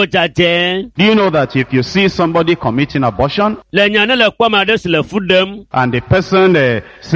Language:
Ewe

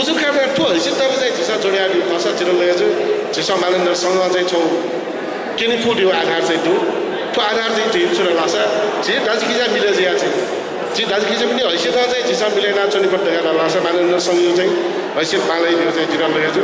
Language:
Newari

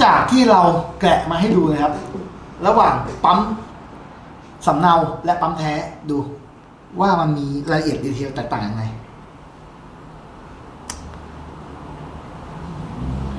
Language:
Thai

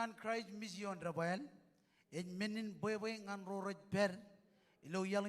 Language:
Marshallese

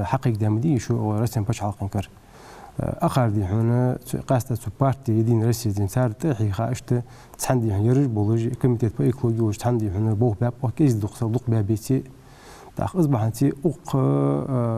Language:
Ingush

